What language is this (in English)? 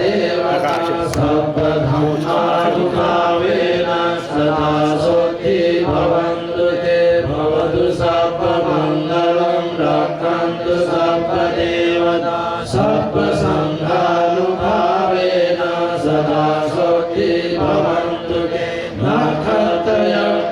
Pali